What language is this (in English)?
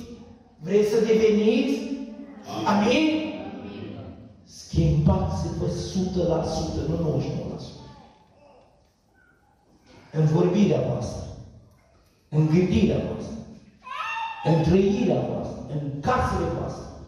Romanian